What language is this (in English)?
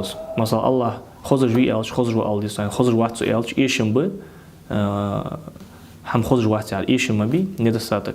Ingush